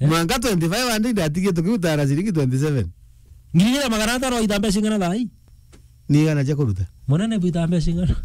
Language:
Meru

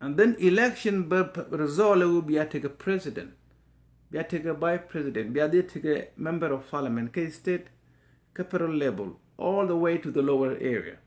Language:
Nuer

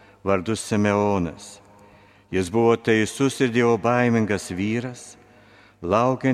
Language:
Lithuanian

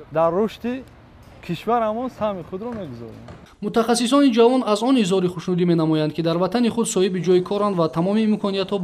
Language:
Tajik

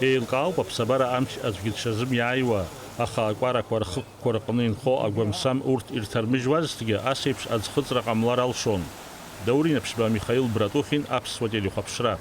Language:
Abkhazian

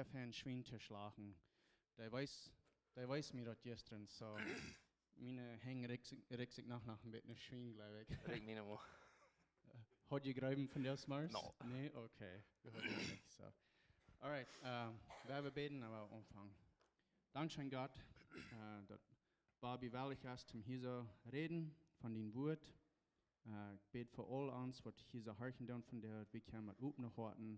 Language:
Plautdietsch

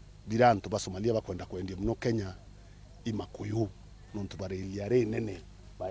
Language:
Meru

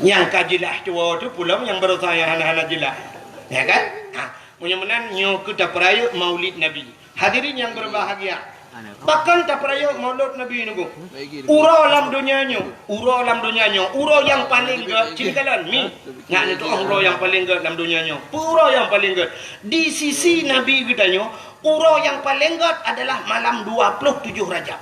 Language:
Achinese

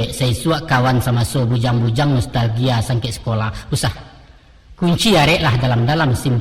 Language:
Minangkabau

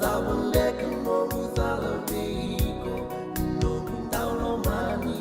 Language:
Fijian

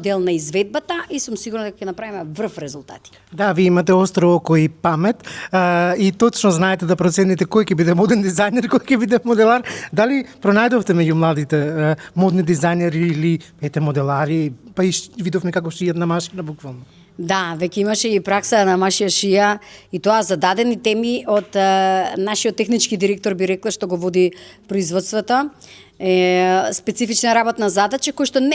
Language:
Macedonian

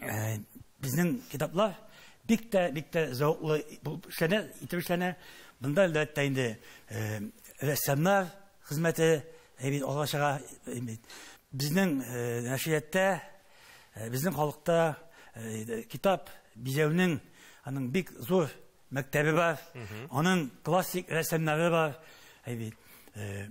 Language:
Tatar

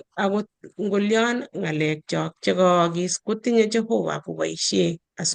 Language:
Kalenjin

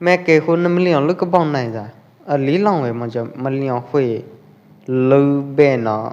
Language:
Pwo Eastern Karen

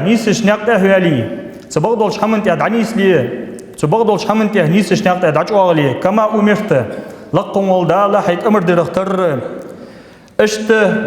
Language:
Ingush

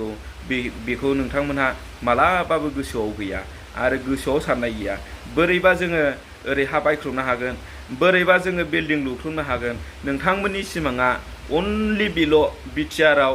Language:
Bodo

